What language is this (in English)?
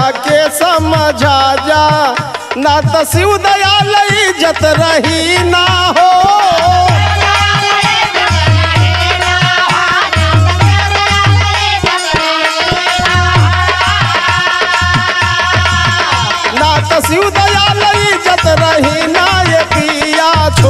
Bhojpuri